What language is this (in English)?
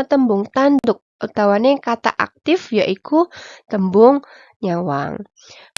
Javanese